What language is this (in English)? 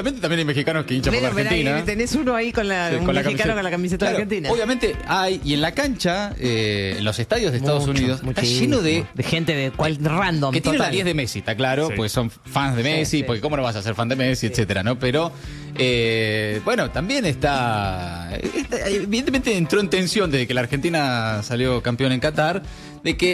Spanish